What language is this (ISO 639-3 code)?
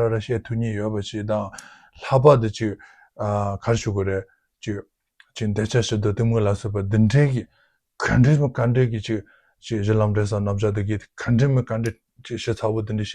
bod